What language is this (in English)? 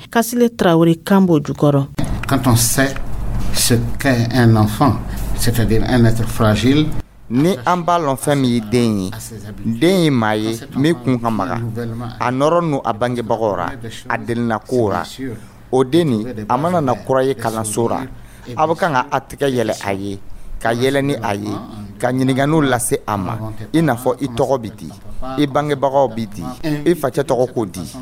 Dyula